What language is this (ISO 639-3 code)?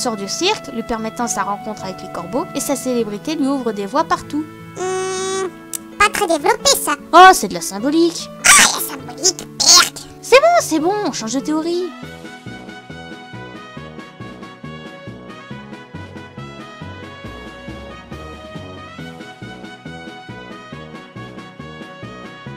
fra